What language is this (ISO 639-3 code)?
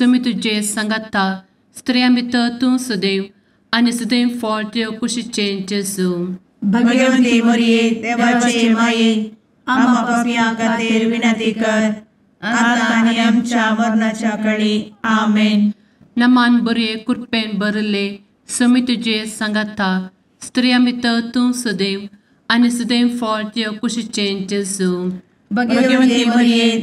kok